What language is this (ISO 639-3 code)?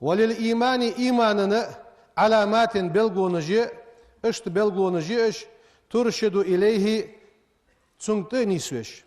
inh